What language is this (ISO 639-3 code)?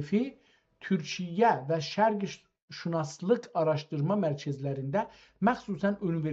azb